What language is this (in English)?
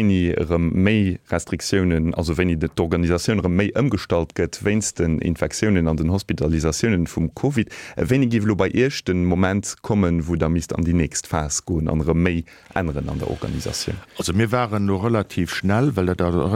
Luxembourgish